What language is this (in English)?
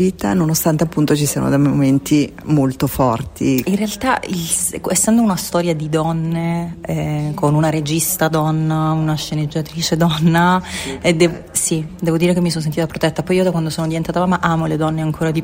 Italian